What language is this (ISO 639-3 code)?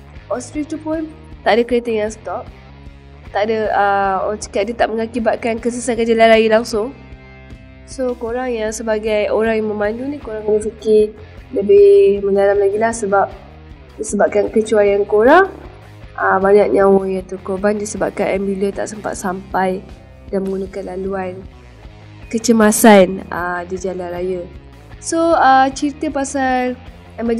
msa